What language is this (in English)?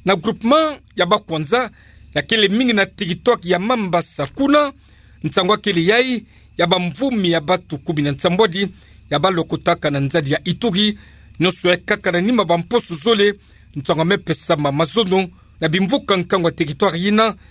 Kituba (Democratic Republic of Congo)